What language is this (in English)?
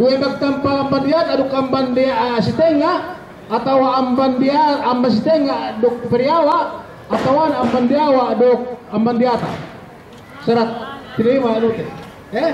Yakan